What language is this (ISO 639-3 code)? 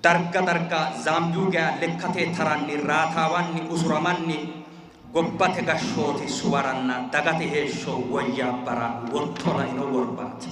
sid